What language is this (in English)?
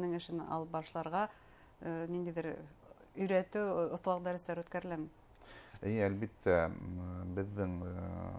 Bashkir